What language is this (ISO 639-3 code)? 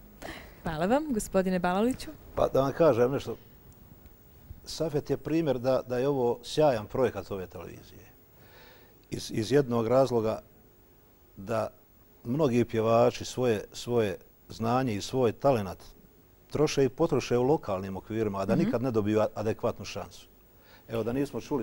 bos